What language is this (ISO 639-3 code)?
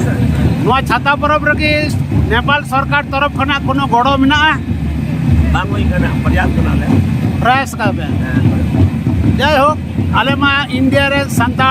sat